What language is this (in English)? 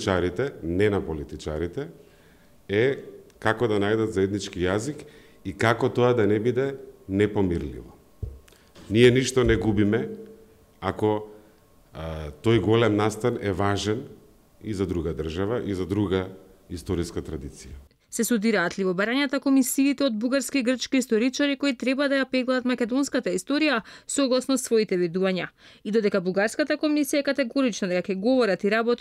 Macedonian